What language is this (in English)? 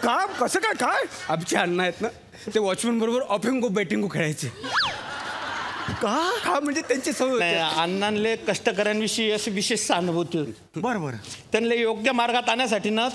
Marathi